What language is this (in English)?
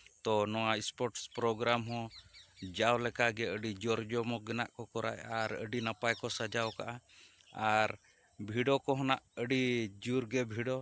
Santali